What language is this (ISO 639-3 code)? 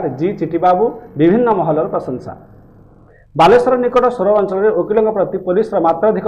ori